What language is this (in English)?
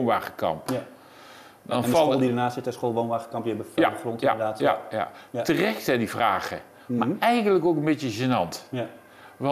Dutch